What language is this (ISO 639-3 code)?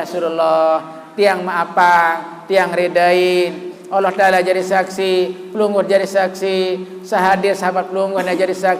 sas